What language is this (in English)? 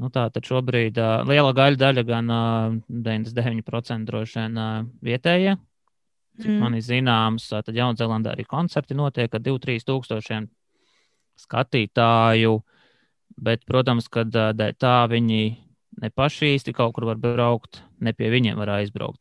Latvian